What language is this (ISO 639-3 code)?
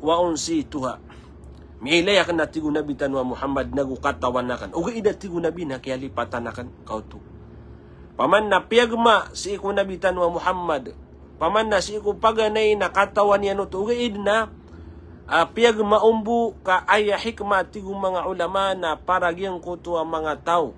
mrw